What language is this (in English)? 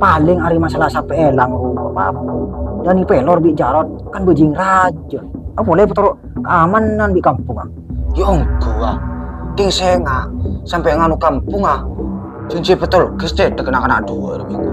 Madurese